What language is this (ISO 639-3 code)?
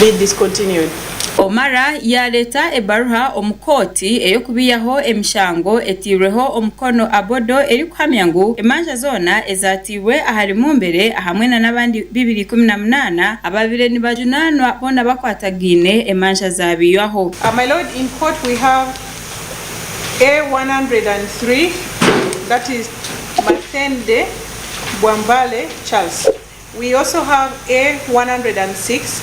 nyn